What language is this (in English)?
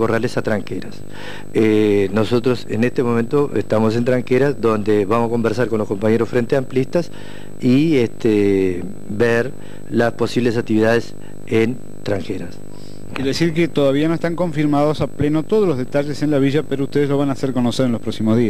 Spanish